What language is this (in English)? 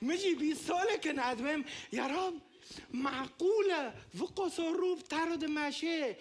Kurdish